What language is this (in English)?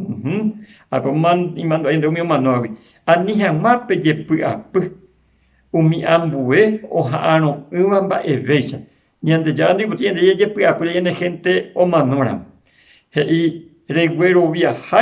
Guarani